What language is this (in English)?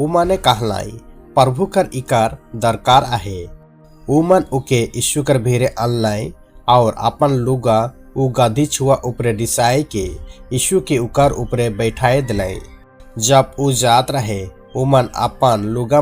Sadri